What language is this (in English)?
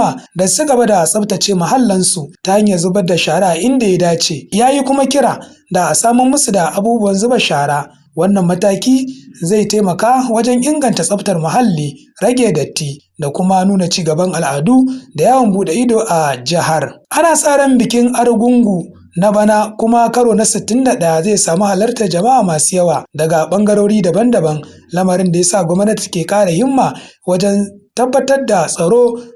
Hausa